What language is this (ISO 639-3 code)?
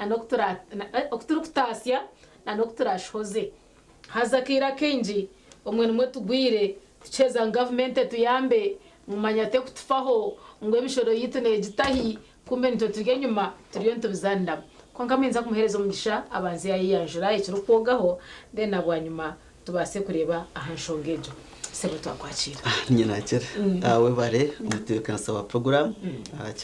nyn